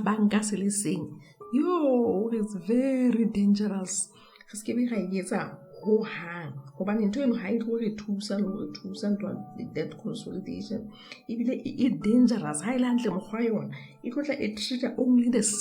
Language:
Southern Sotho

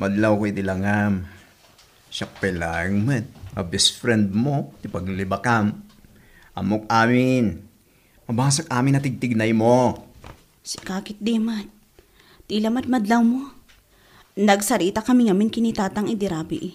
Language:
Iloko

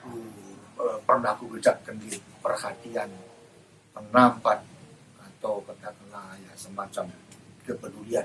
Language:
Batak Karo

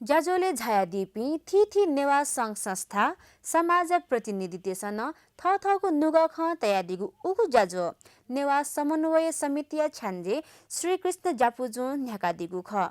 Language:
Newari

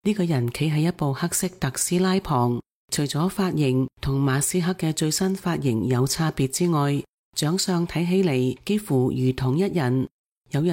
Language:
Cantonese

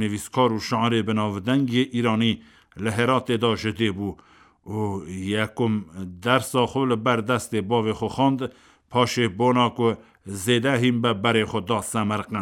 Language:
Kurdish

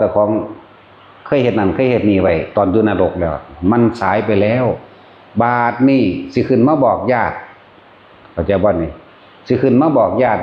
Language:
Northeastern Thai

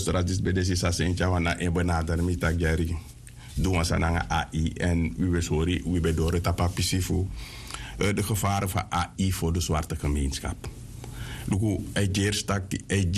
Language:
Sranan Tongo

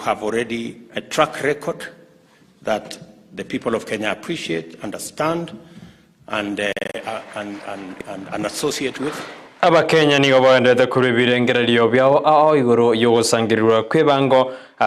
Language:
Gusii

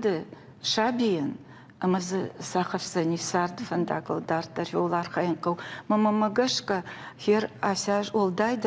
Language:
Ossetic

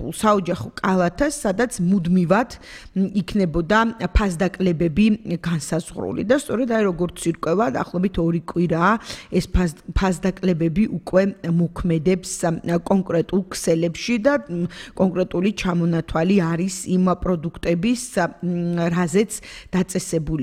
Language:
Georgian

